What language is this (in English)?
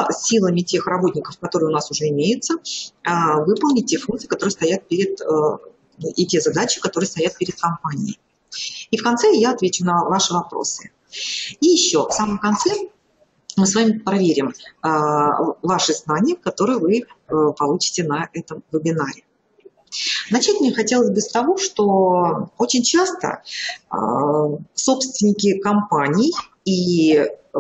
Russian